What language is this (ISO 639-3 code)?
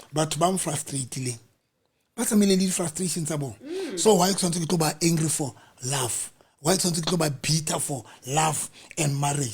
sot